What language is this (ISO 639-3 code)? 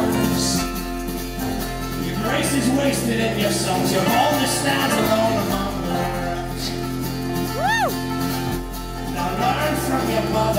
eng